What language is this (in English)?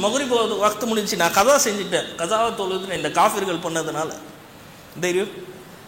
Tamil